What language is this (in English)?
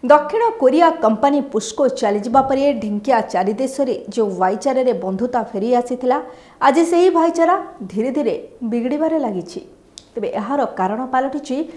Odia